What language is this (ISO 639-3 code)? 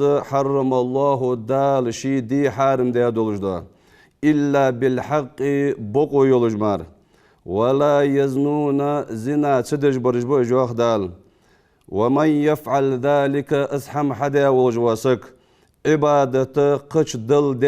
inh